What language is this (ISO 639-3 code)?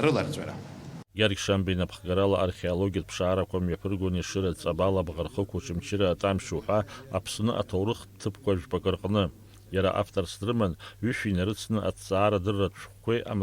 abk